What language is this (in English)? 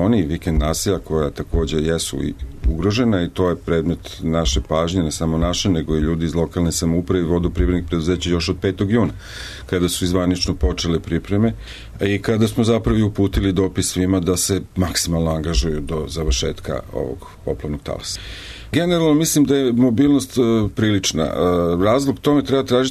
Serbian